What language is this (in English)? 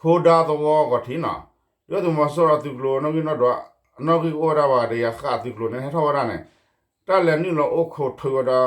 S'gaw Karen